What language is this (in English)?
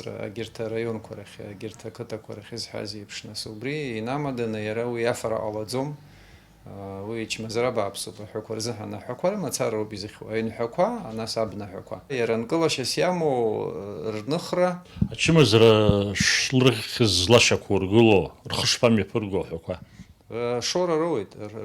Abkhazian